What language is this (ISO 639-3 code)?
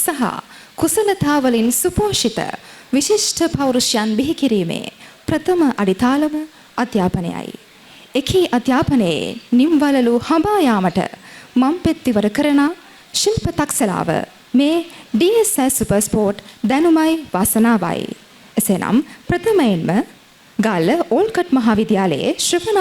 sin